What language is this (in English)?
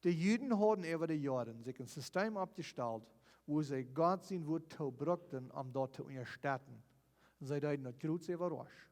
Plautdietsch